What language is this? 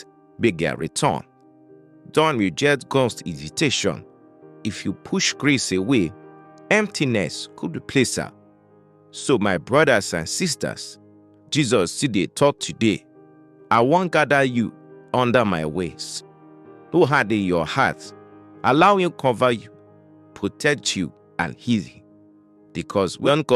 Nigerian Pidgin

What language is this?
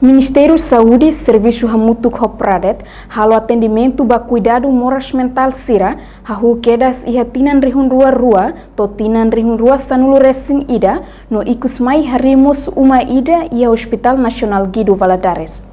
Tetum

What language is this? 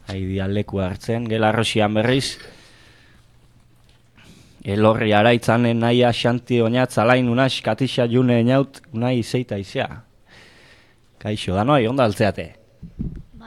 Basque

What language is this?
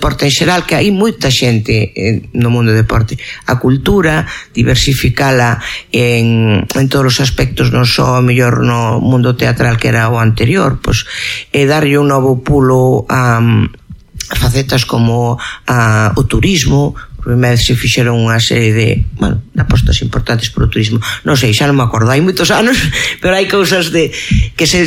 Galician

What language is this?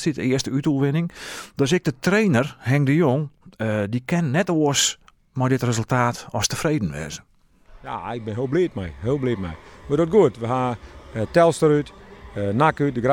Western Frisian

